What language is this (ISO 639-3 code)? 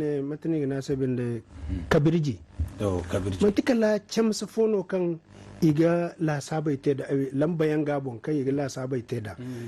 dje